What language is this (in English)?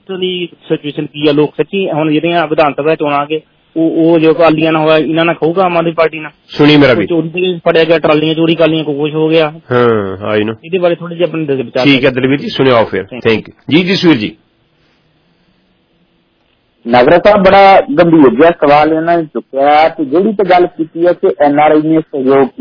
Punjabi